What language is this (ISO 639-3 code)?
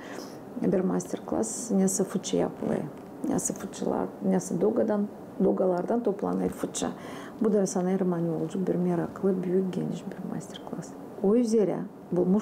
gag